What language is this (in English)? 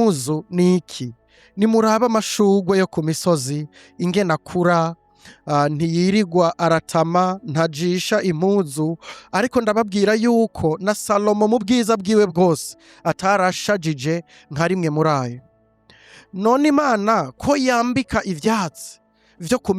Rundi